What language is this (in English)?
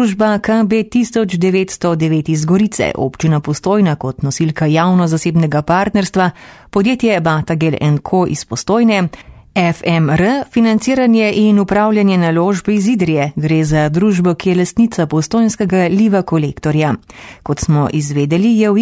Slovenian